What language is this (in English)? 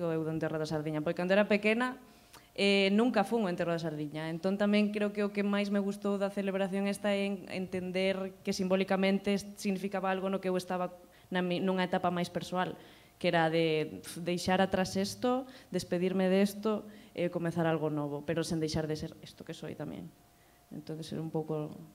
Galician